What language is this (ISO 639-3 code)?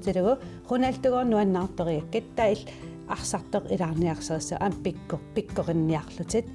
kal